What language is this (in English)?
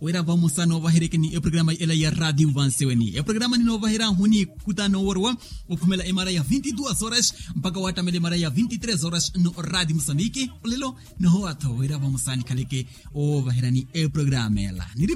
Makhuwa